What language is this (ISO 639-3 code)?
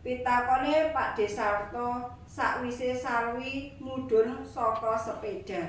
jav